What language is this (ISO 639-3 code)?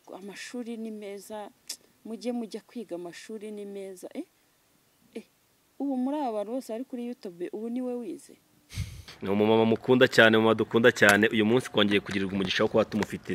kin